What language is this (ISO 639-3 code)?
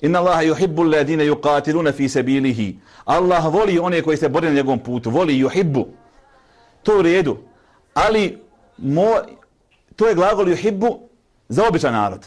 bos